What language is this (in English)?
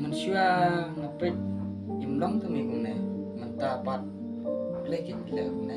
Khasi